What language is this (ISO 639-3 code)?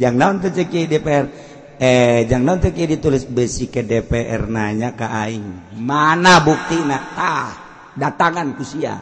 sun